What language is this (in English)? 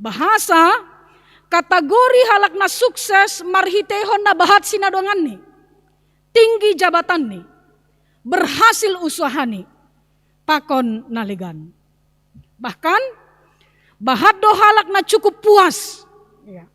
Batak Simalungun